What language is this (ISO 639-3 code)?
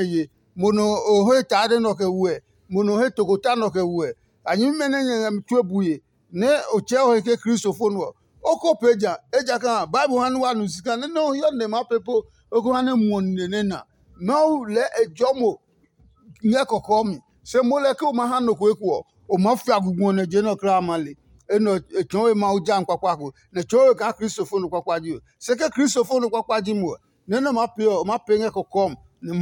ada